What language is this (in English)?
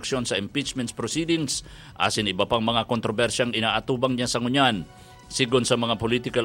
Bikol